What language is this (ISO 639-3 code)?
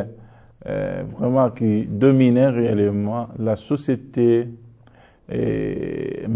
fra